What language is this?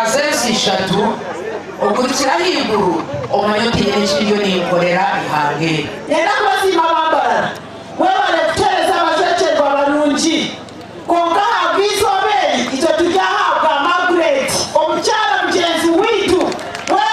Nyankole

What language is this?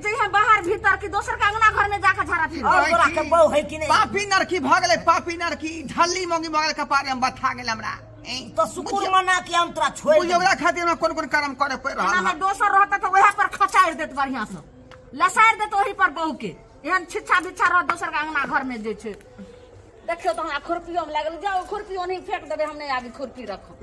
Maithili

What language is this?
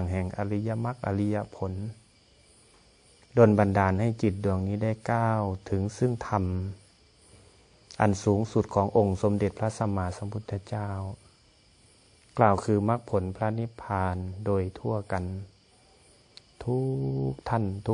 Thai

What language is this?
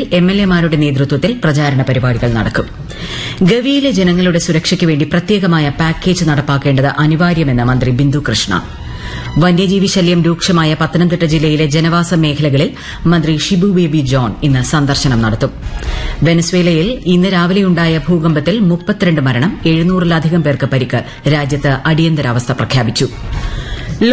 Malayalam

